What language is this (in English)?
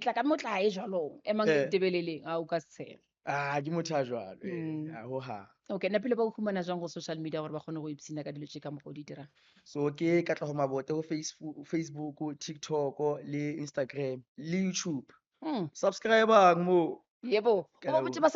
Northern Sotho